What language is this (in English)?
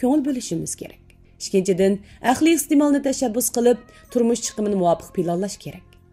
Uyghur